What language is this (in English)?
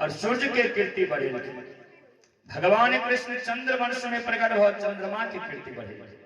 Maithili